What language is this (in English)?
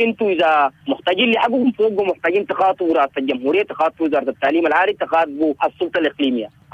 Sudanese Arabic